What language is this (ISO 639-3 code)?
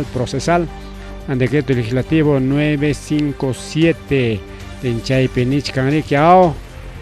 quy